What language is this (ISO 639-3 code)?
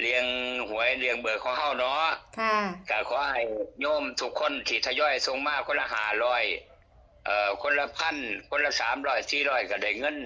lao